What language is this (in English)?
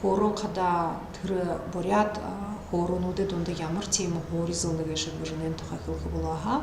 Buriat